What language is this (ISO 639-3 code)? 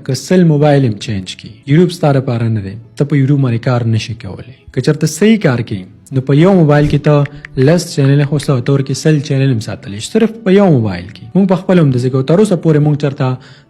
pus